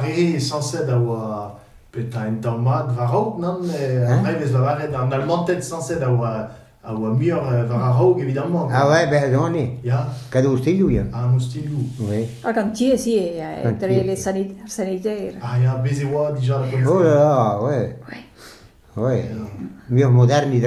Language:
Breton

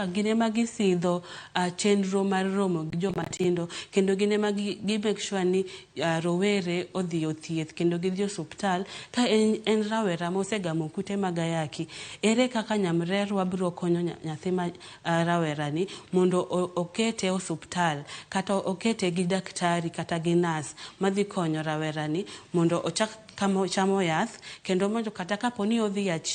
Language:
Luo (Kenya and Tanzania)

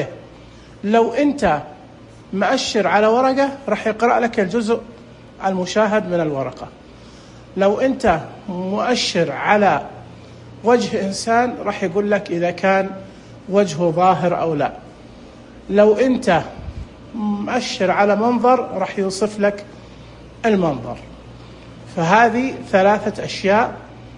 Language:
Najdi Arabic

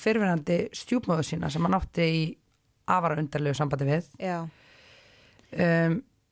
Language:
Icelandic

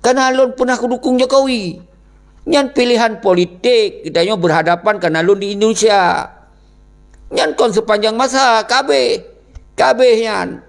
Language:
Achinese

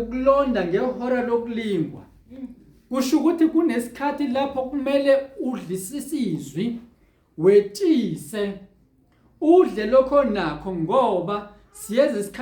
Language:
Zulu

